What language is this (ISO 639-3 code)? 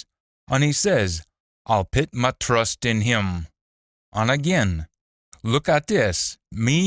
sco